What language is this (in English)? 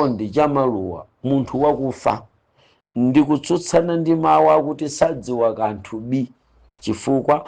Nyanja